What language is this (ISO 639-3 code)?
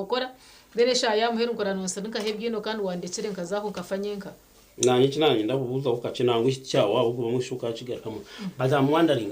nyn